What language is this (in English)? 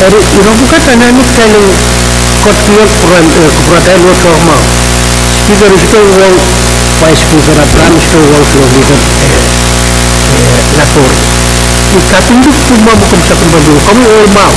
Pohnpeian